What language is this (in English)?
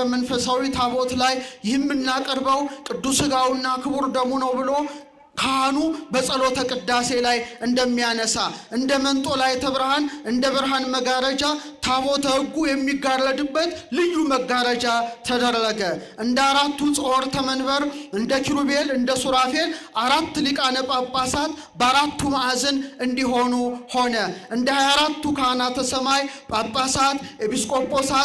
Amharic